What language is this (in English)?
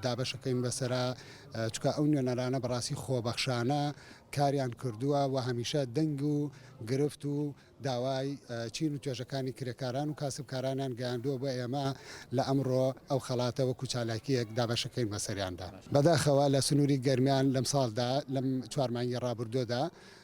Central Kurdish